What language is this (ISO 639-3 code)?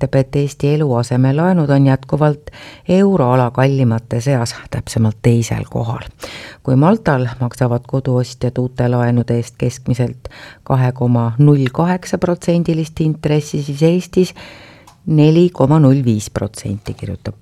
est